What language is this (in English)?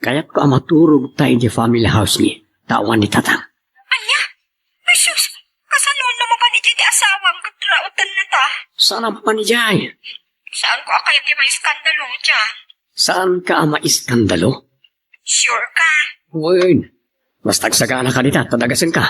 Iloko